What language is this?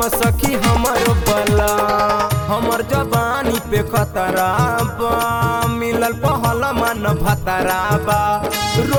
Bhojpuri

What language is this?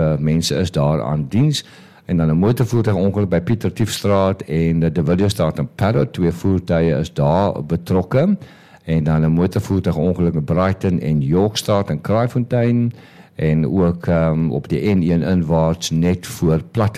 Afrikaans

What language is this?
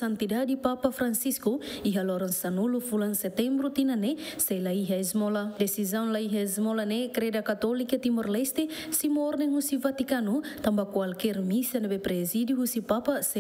Tetum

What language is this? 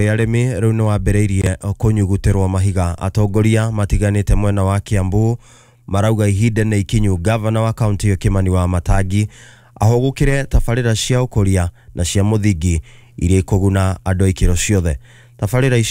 Kikuyu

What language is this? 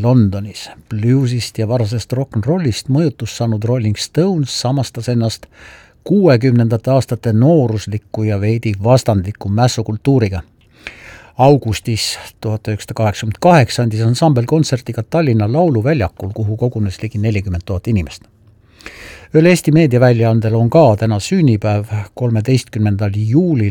Estonian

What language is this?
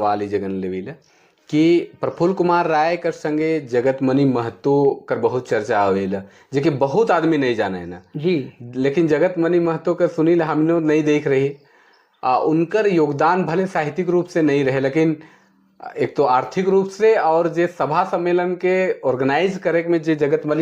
Sadri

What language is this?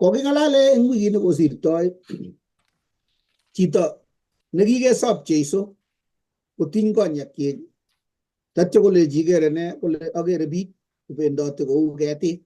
Kalenjin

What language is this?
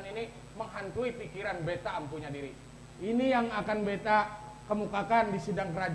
Banjar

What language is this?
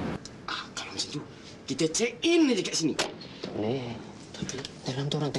Malay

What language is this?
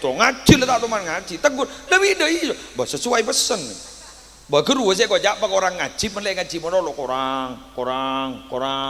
Madurese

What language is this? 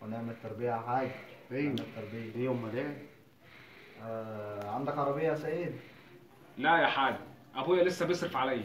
Egyptian Arabic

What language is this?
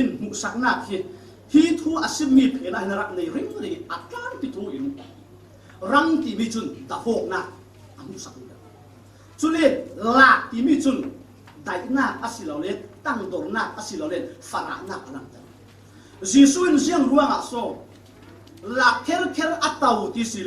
Falam Chin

